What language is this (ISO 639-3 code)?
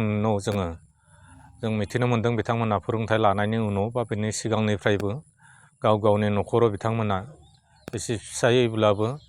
brx